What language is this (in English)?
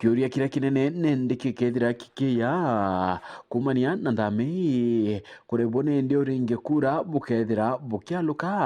Meru